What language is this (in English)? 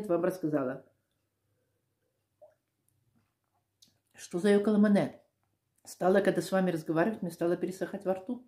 Russian